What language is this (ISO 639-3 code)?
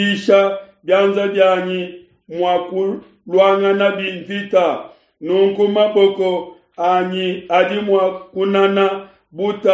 lua